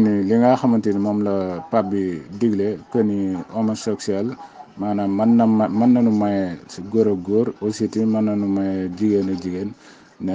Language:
Wolof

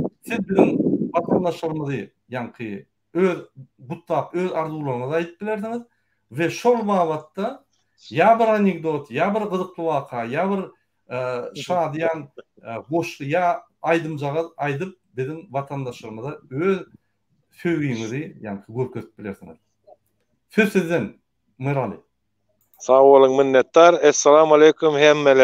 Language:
Turkmen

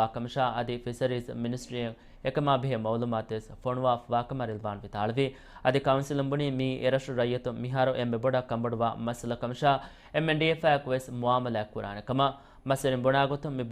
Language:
Divehi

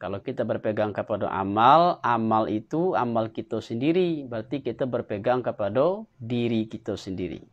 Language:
Minangkabau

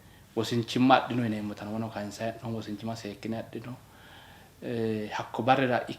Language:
Sidamo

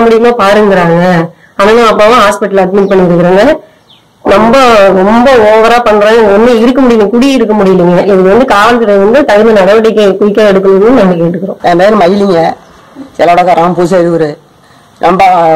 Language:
Tamil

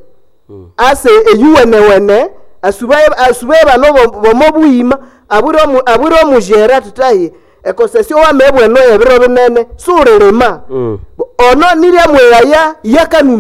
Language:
Nande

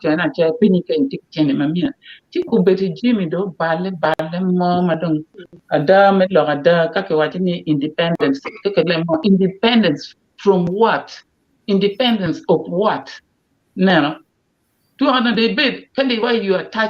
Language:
Acoli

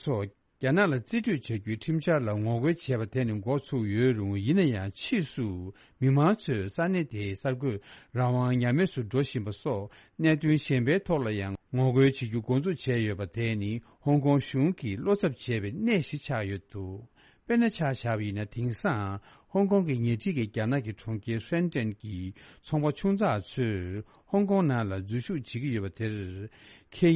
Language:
Tibetan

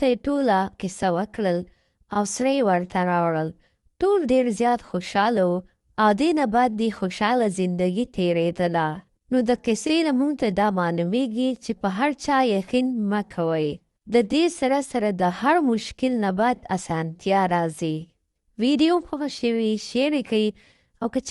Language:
Pashto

